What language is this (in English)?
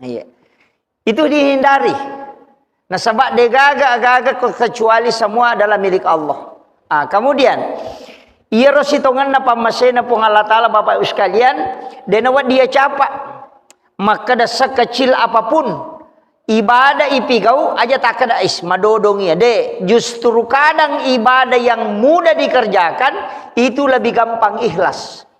Buginese